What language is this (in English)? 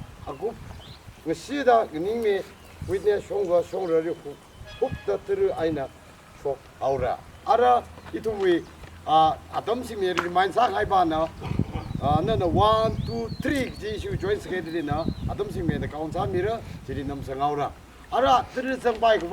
Tangkhul Naga (India)